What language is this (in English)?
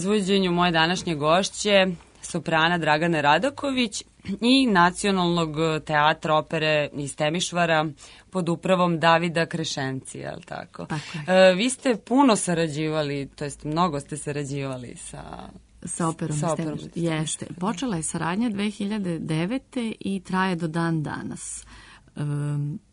Serbian